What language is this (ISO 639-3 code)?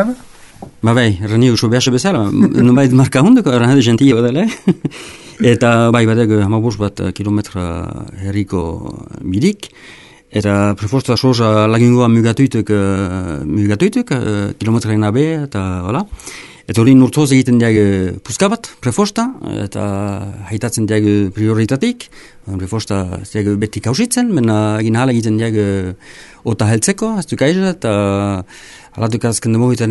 eus